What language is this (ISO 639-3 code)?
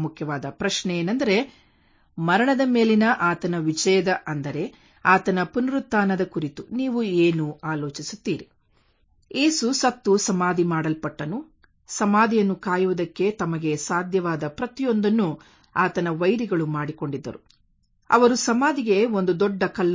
kan